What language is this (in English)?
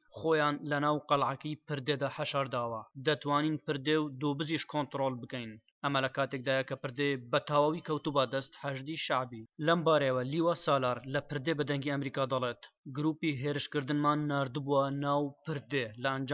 Central Kurdish